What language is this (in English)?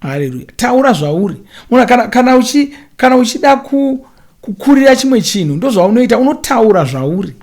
Shona